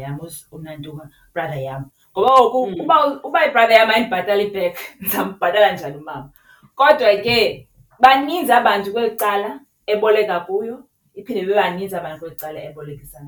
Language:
Xhosa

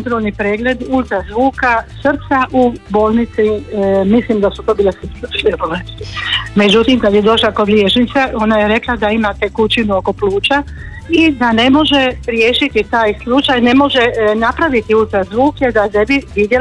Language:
Croatian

